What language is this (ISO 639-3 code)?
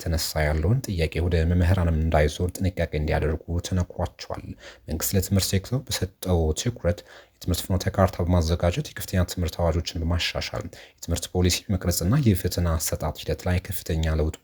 amh